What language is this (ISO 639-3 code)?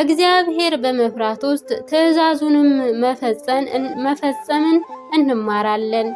amh